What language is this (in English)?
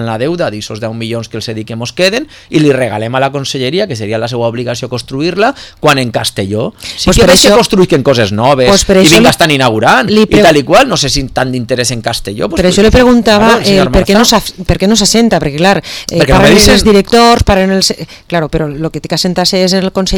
Catalan